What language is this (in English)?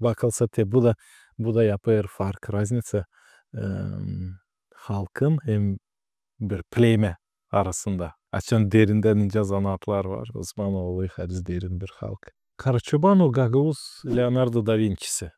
Gagauz